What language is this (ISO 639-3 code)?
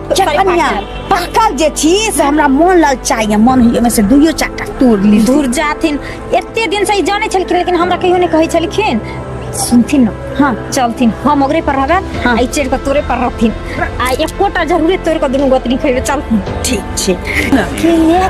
mai